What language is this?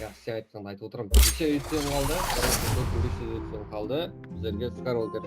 Kara-Kalpak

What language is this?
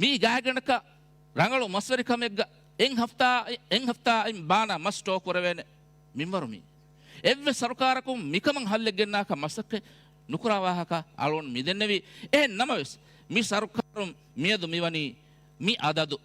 Divehi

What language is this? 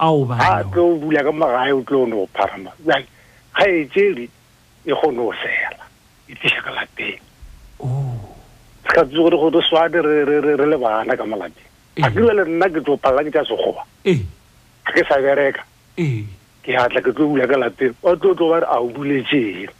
Northern Sotho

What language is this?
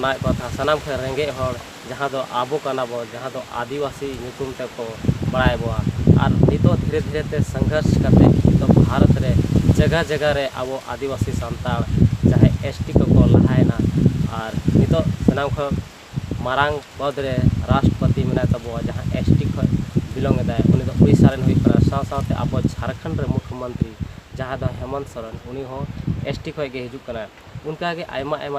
Santali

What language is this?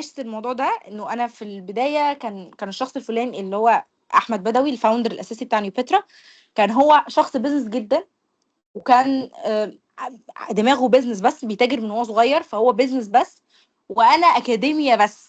Egyptian Arabic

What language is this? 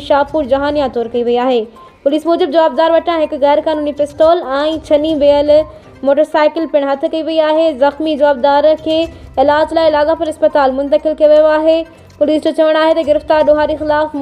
Sindhi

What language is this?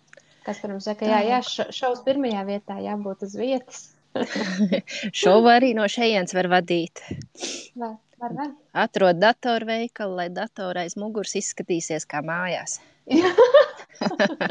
Latvian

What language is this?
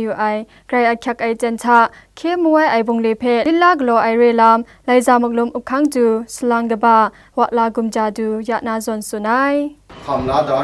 Kachin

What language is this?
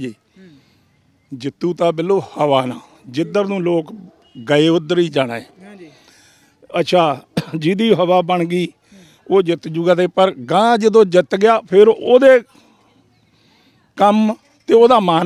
Punjabi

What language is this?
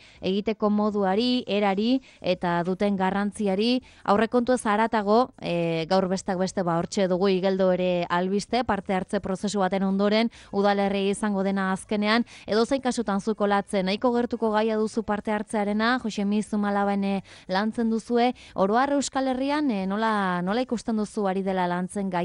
Basque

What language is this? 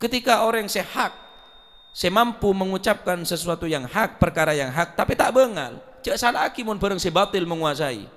Madurese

